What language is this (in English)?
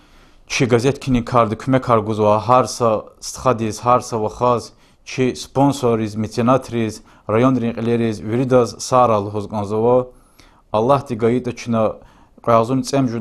Lezghian